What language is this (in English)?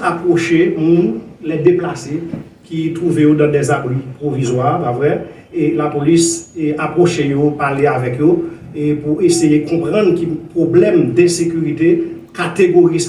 Haitian Creole